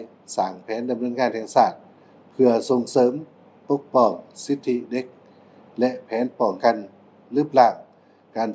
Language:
Lao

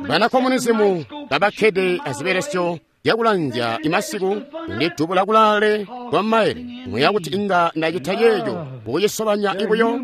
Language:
Tonga (Zambia)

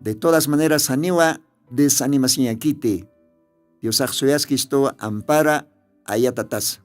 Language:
Aymara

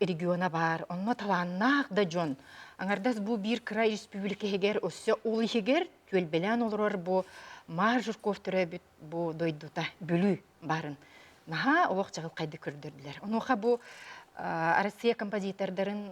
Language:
Yakut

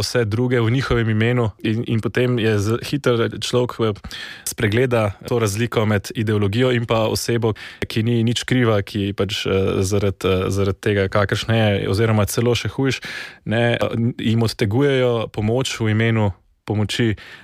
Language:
Slovenian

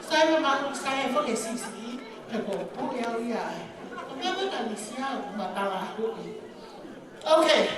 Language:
Tongan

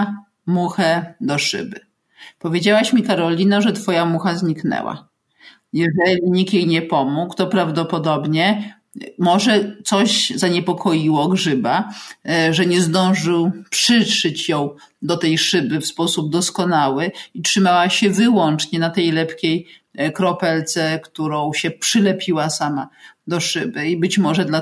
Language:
Polish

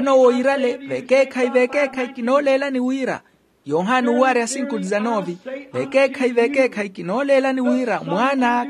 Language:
Makhuwa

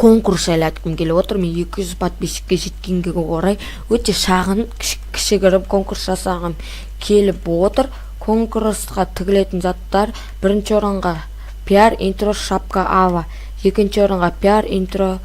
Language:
Kazakh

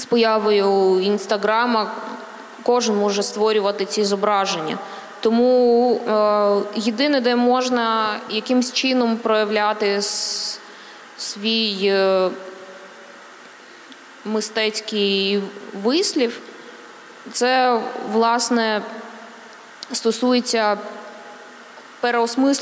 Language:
Ukrainian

